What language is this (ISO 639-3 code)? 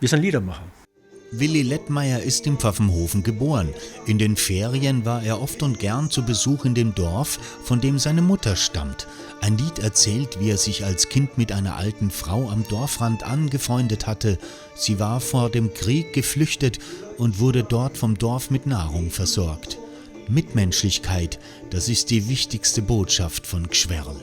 bar